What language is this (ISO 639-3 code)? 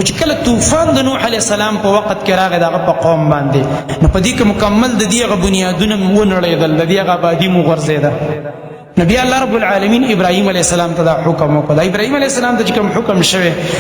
pus